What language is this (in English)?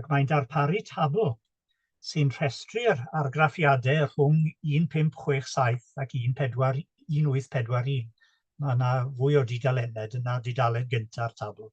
Welsh